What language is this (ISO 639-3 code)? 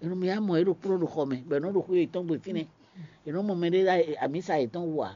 fon